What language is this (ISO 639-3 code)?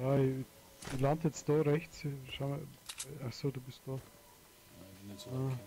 bar